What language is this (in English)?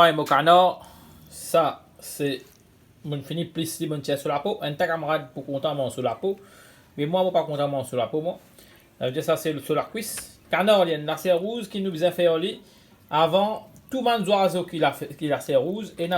Morisyen